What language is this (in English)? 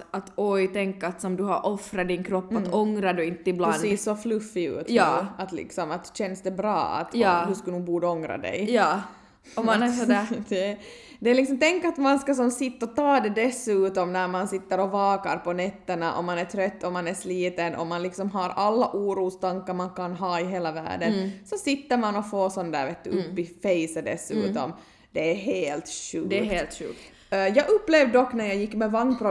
Swedish